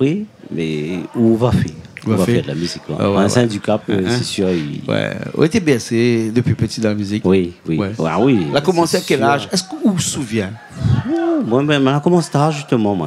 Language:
Réunion Creole French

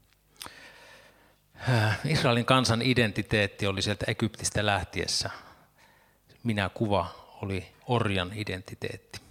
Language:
Finnish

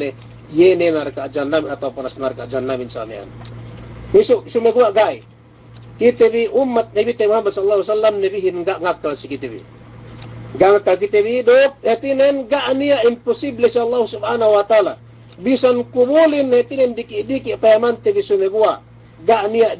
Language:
Yakan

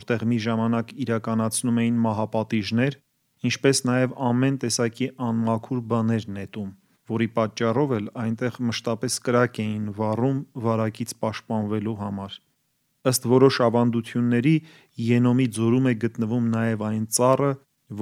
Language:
Armenian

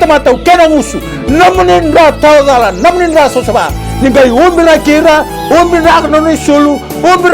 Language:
Fijian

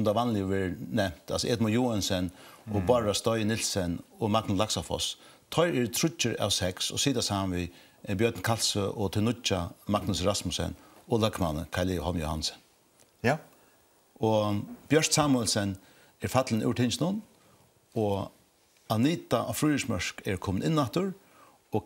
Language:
Faroese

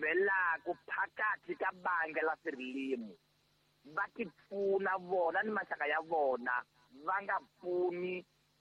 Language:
Tsonga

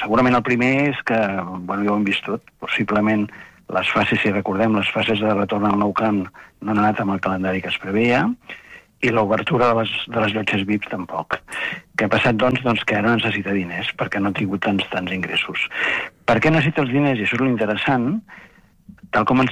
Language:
Catalan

